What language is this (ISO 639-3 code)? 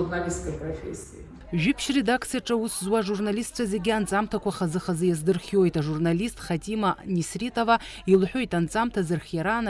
abk